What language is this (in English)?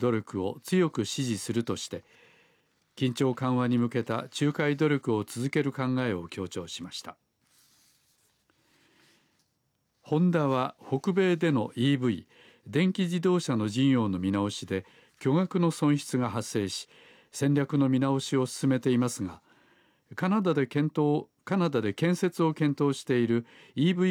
Japanese